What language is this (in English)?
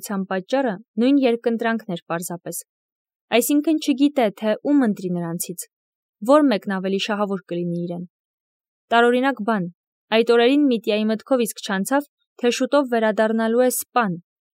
Armenian